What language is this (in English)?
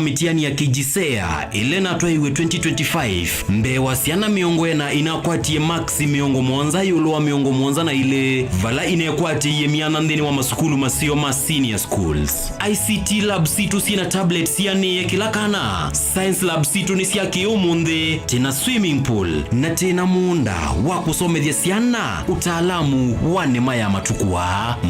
Kamba